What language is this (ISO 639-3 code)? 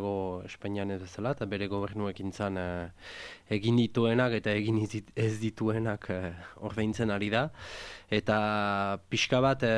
eus